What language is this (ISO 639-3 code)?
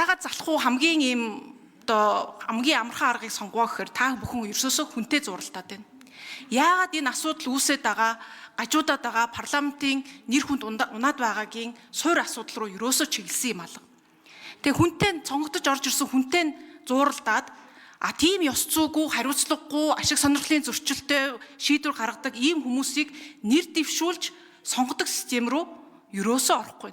mon